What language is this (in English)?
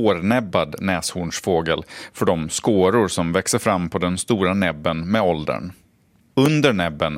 Swedish